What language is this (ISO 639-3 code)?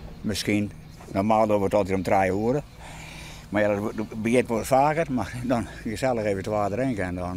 fry